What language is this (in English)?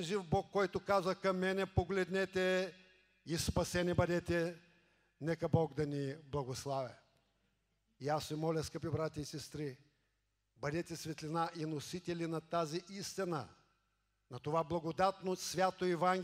Bulgarian